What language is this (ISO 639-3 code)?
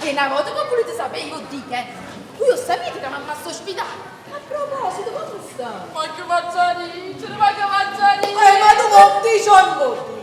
nap